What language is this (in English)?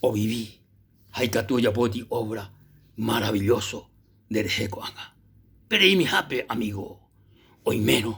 Guarani